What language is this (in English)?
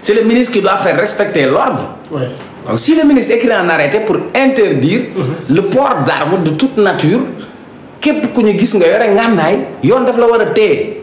Wolof